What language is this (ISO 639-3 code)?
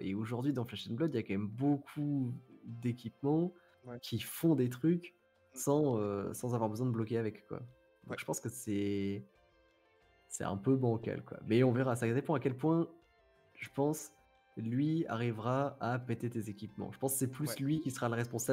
fra